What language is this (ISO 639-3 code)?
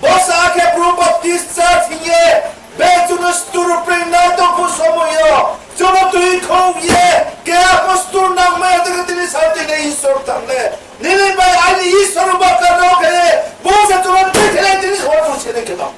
ria